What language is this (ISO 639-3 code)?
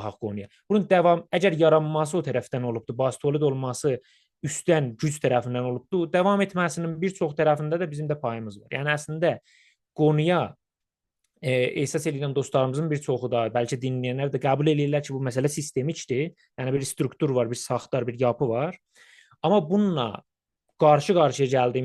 azb